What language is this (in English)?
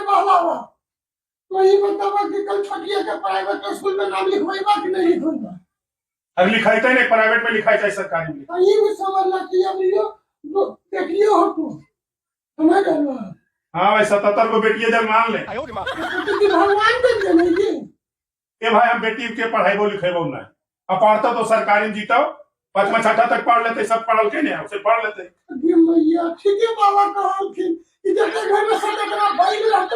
Magahi